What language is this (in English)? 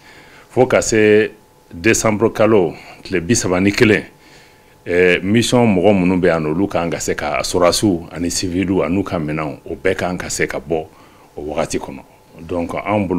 Bambara